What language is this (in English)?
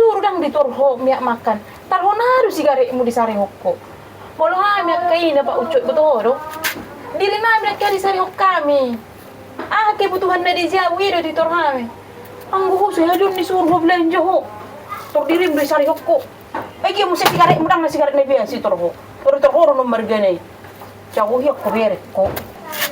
Batak Toba